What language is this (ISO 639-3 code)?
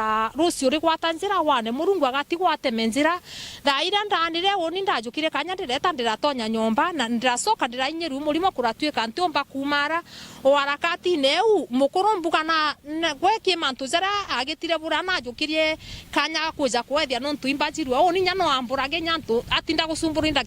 mer